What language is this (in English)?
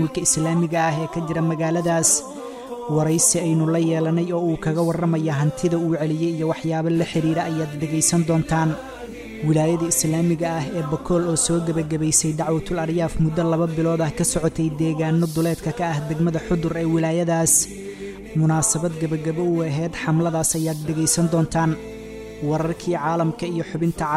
Somali